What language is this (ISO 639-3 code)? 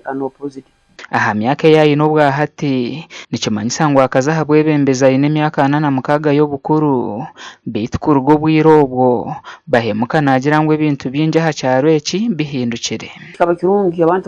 nyn